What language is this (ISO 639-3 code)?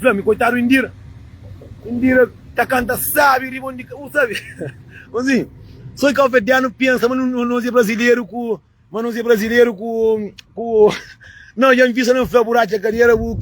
kea